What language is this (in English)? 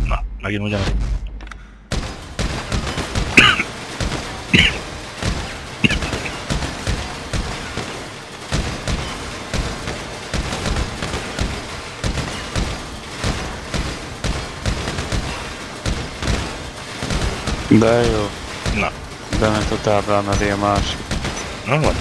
Hungarian